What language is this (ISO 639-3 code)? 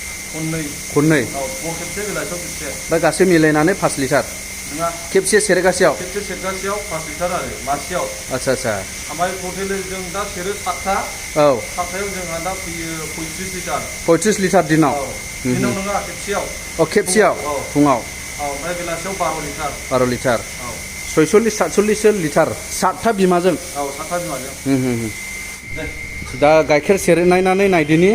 brx